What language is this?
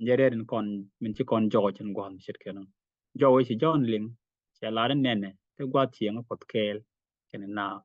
Nuer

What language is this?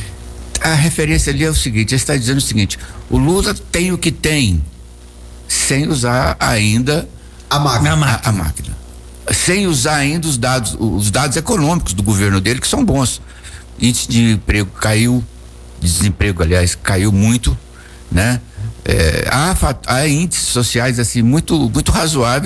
Portuguese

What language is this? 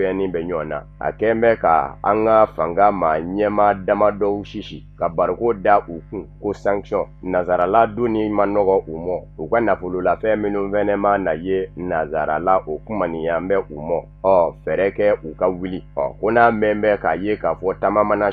Bambara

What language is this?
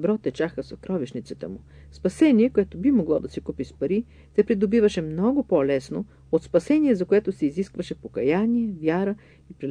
Bulgarian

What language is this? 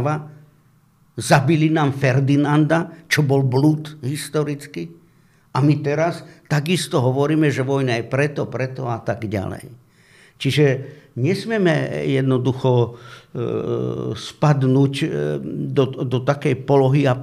Slovak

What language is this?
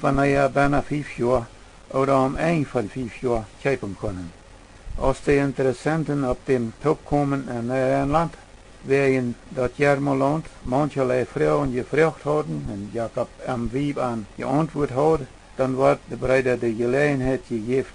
Plautdietsch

